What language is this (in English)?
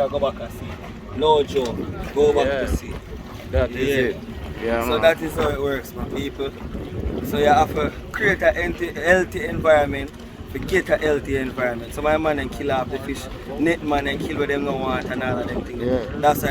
Jamaican Creole English